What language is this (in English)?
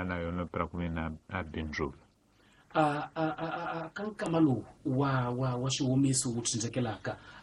Tsonga